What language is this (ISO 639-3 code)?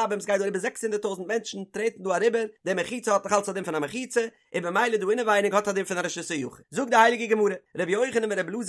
yid